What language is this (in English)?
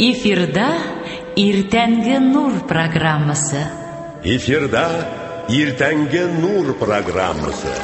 Tatar